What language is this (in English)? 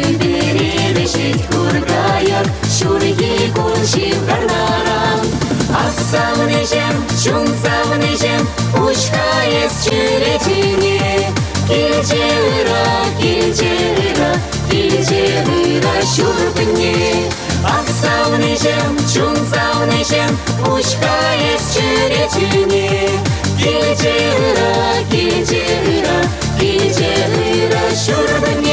Chuvash